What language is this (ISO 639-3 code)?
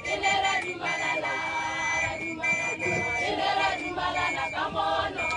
tsn